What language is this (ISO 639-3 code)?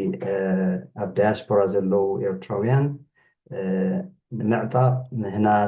tir